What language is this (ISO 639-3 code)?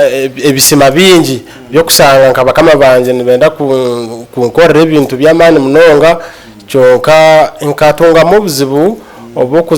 nyn